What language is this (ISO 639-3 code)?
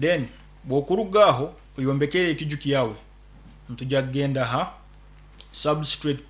nyn